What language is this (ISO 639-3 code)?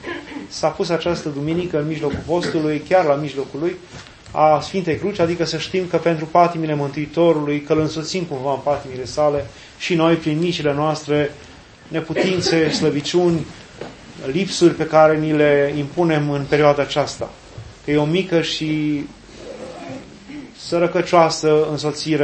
ron